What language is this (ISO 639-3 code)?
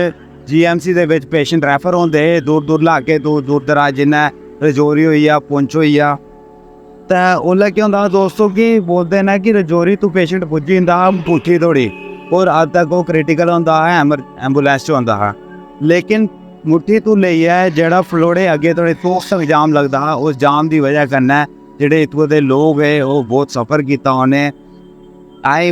doi